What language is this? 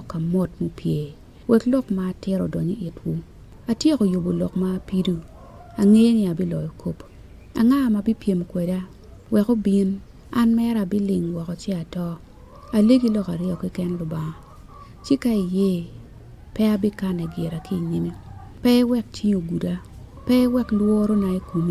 Acoli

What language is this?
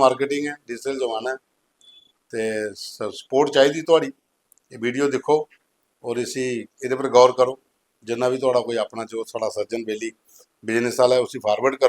Dogri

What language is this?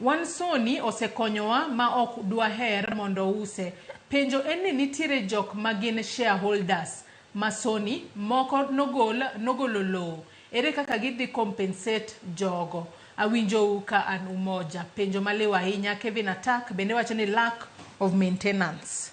Luo (Kenya and Tanzania)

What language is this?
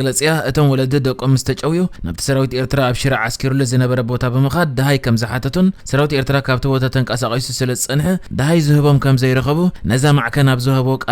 Tigrinya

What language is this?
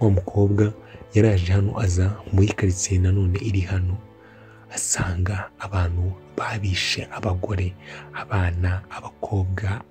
Kinyarwanda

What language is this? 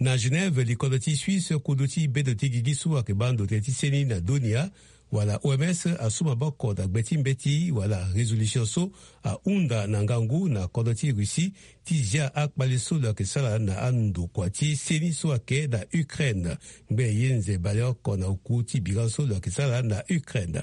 Sango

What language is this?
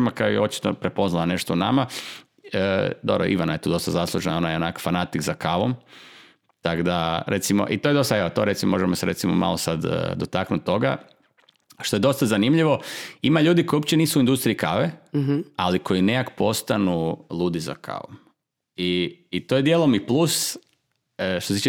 Croatian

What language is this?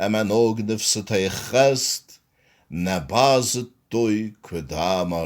Ossetic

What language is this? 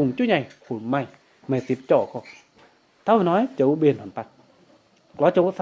Kim Mun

